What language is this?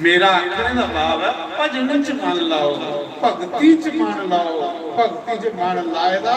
Dogri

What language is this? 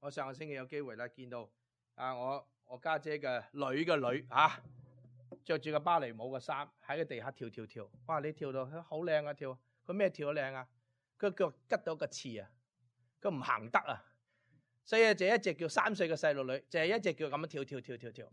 Cantonese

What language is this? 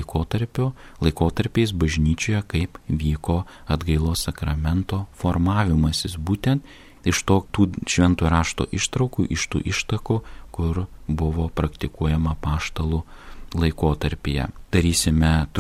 Lithuanian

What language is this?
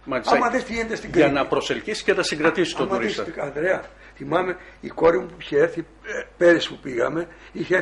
Greek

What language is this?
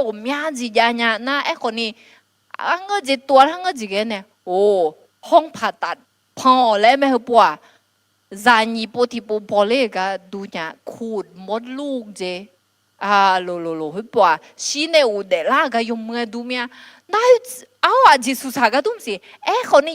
Akha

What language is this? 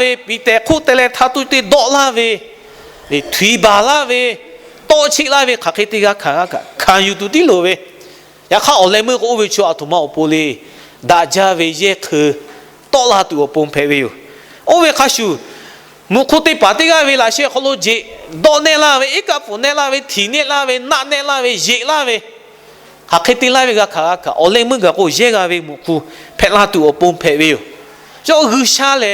Lahu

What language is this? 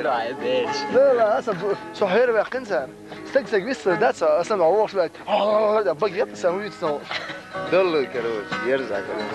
Chechen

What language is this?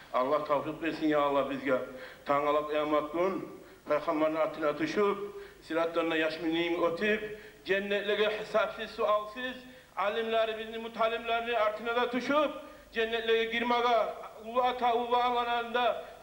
Kumyk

